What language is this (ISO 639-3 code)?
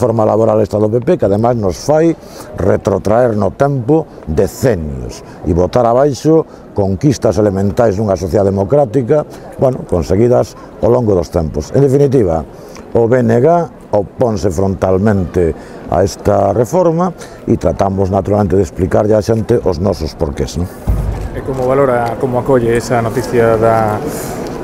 glg